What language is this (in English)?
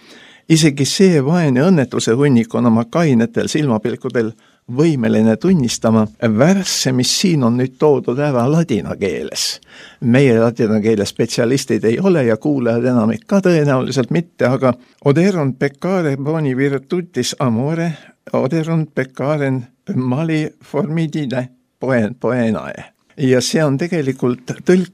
Estonian